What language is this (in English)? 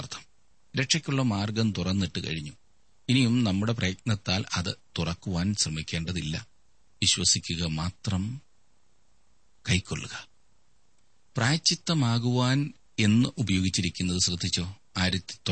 Malayalam